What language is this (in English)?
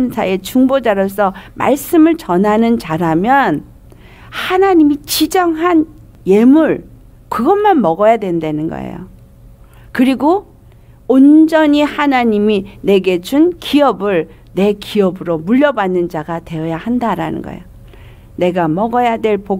Korean